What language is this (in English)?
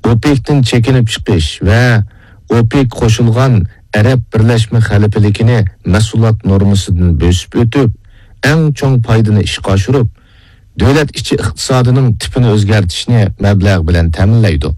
Uyghur